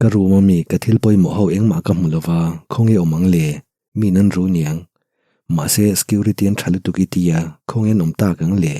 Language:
Mizo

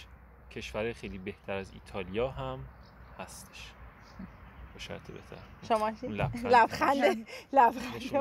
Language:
Persian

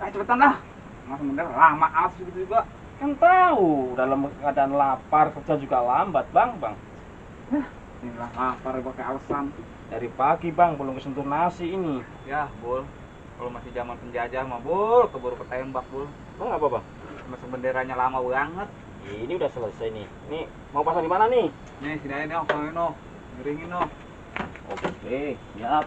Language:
Betawi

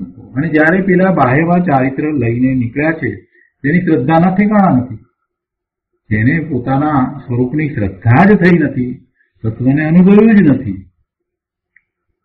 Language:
Gujarati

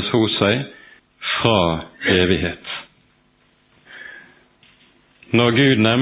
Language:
Norwegian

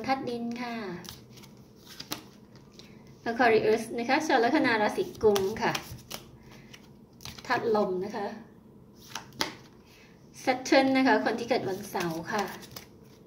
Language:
Thai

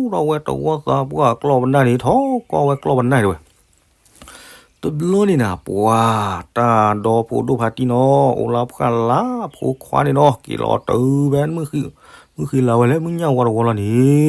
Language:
S'gaw Karen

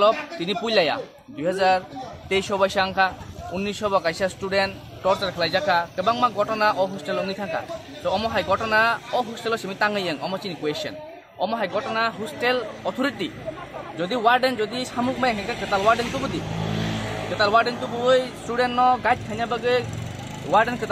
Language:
Kok Borok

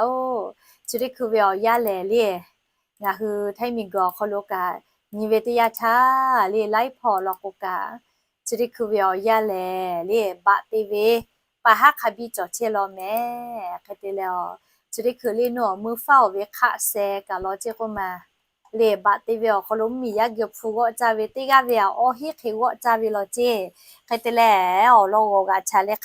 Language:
Lahu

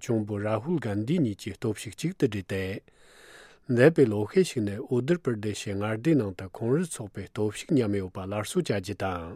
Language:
Tibetan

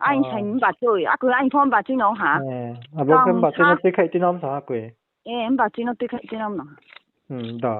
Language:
Riang (India)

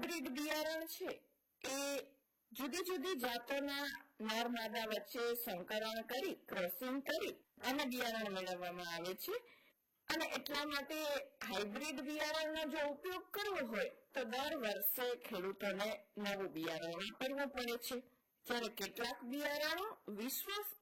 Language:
Gujarati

